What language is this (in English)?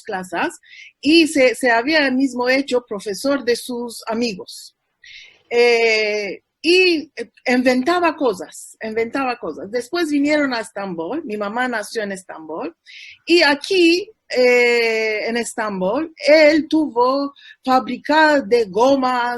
Ladino